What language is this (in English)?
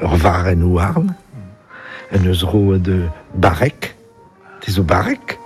Breton